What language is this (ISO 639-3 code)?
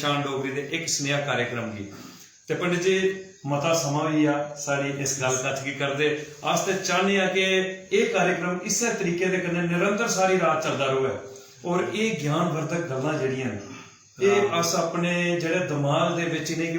doi